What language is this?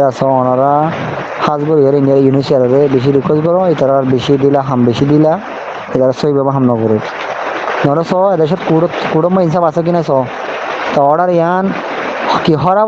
Rohingya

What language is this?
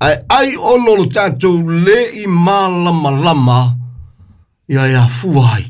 Samoan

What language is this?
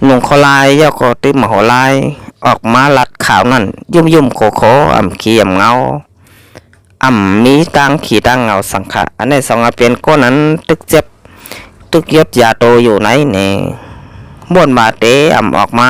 Shan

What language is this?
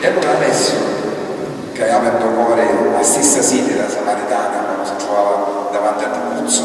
Sicilian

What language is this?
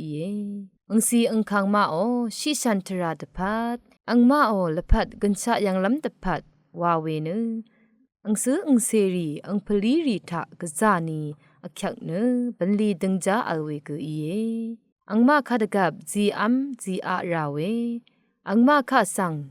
Rawang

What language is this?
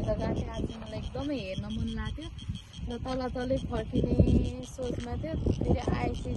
Nepali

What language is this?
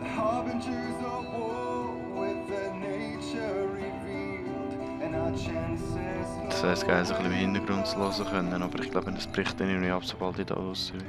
Swiss German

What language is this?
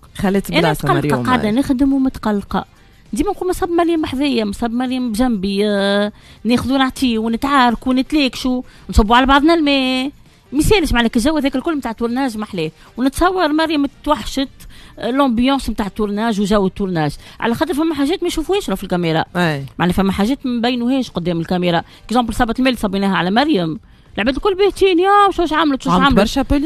Tunisian Arabic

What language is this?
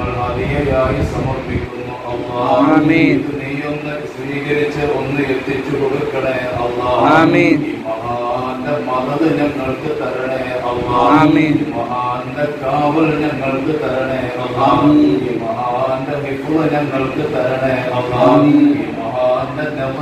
Malayalam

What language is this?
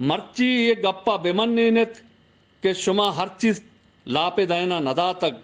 Baluchi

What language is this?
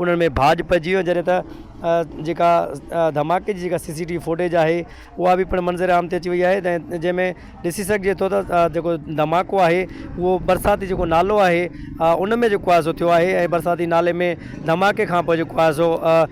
Sindhi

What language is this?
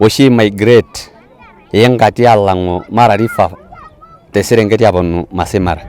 Masai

